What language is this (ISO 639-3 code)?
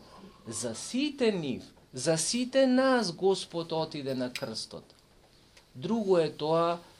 mkd